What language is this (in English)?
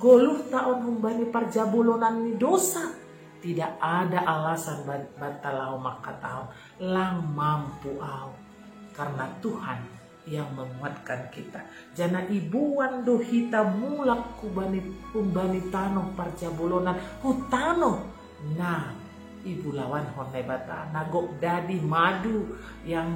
Batak Simalungun